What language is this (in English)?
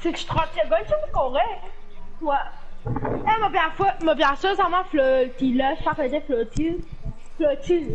Morisyen